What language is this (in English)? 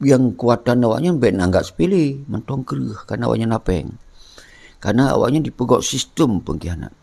Achinese